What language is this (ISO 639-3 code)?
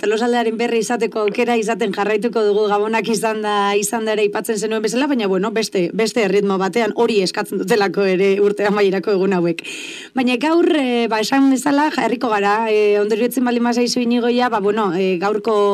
eus